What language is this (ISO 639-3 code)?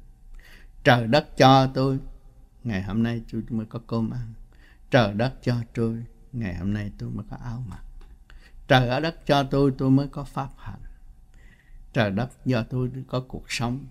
vie